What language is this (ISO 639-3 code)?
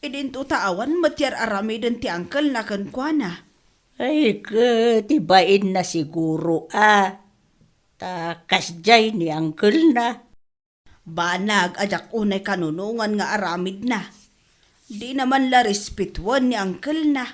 ilo